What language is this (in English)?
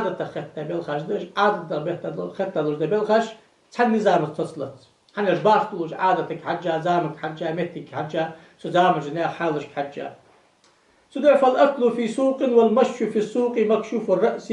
Ingush